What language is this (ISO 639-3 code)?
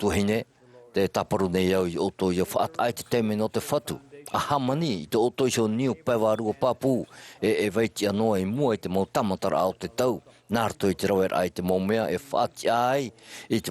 tah